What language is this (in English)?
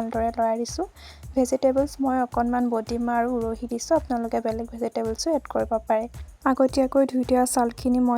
Assamese